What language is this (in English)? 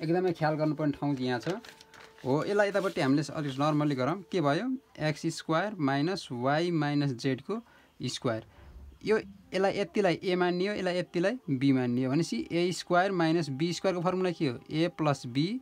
Nepali